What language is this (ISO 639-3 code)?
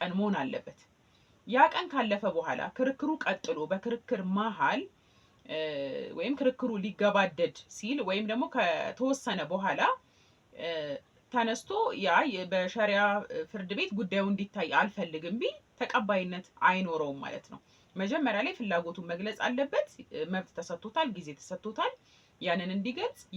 amh